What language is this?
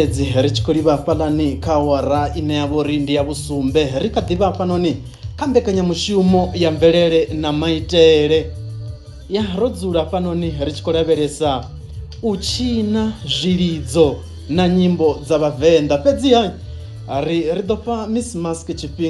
Venda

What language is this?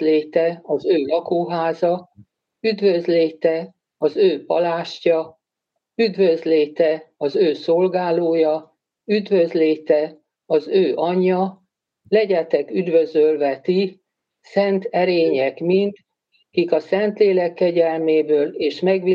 Hungarian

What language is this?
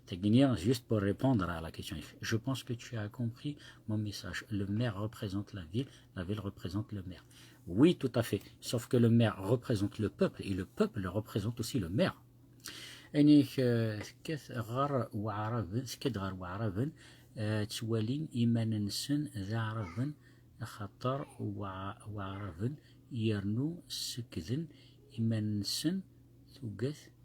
Kabyle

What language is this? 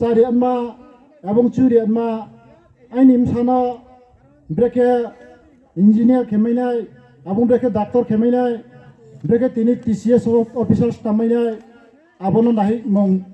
Riang (India)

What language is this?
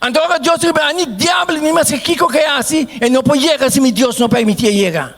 Papiamento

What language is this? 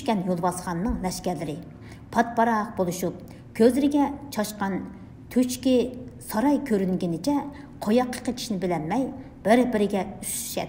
Uyghur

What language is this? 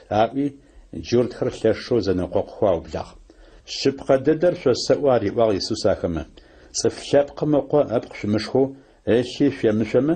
Adyghe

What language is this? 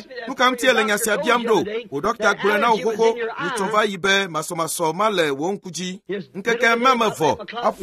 Ewe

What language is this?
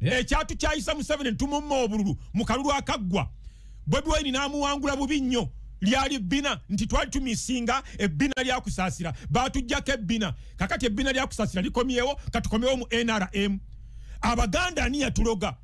Ganda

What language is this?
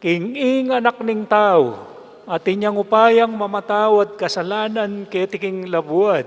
Pampanga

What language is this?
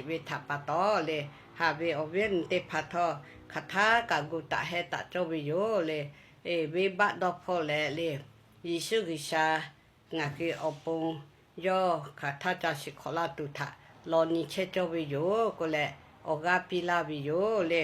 Lahu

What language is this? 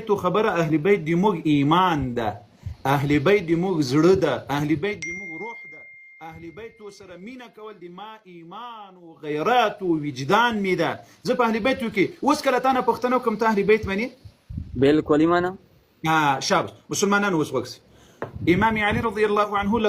Pashto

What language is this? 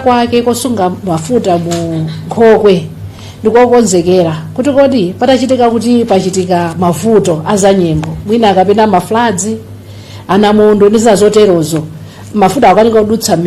Nyanja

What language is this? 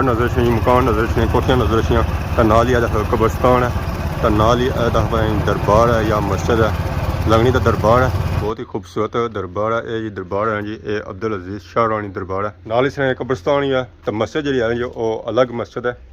Pahari-Potwari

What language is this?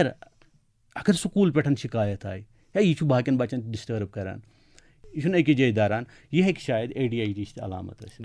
Kashmiri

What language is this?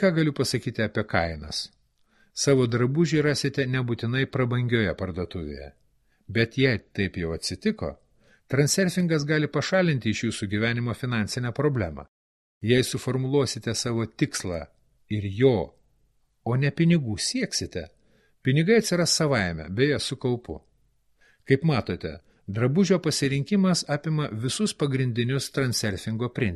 Lithuanian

